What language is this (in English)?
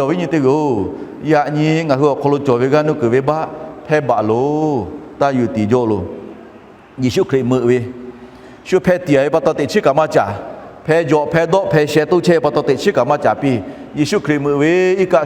Lahu